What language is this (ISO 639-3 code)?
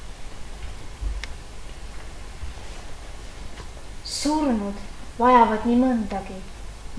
est